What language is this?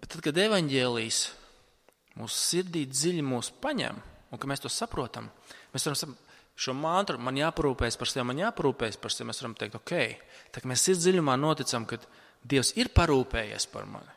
Latvian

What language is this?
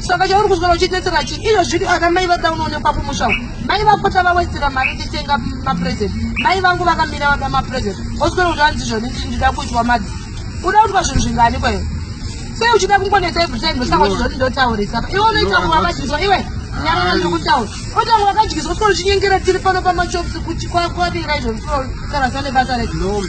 Shona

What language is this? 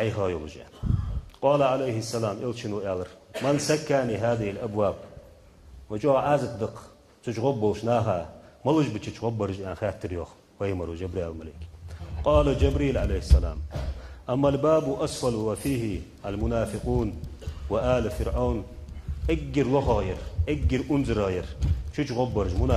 Ingush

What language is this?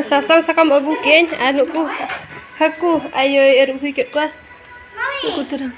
Santali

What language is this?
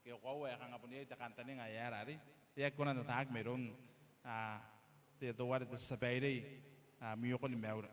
Gilbertese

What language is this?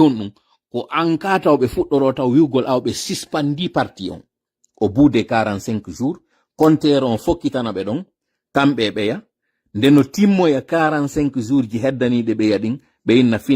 Pular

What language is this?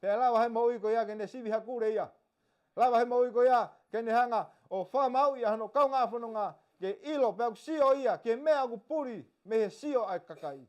Tongan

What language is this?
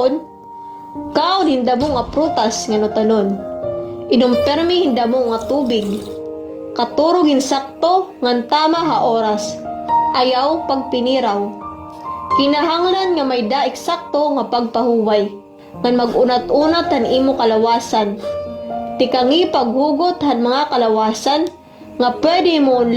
Waray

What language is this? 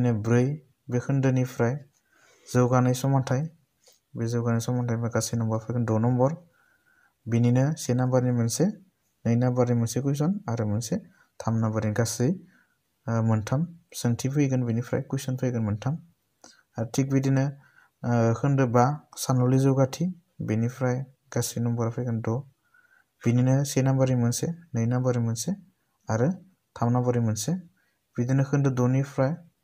Bodo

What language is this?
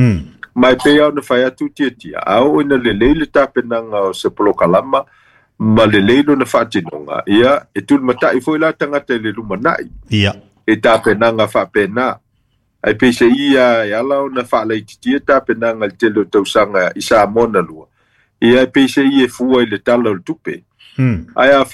Samoan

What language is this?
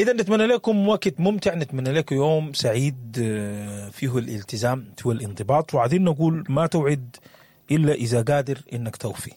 Sudanese Arabic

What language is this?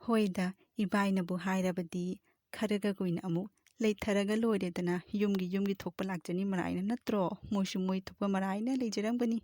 Manipuri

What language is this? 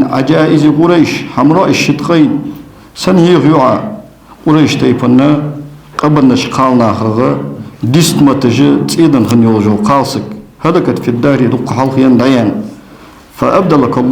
Ingush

